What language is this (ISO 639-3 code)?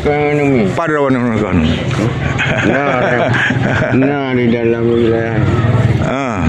ace